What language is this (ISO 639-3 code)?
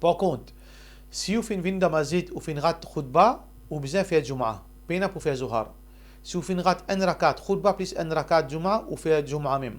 mfe